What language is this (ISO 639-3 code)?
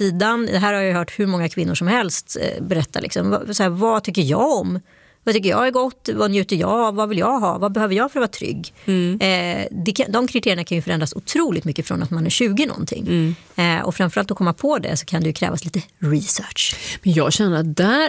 swe